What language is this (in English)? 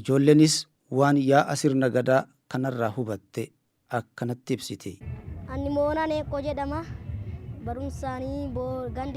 Oromo